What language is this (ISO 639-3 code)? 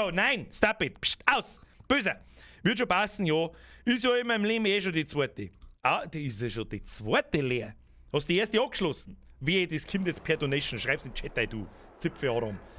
bar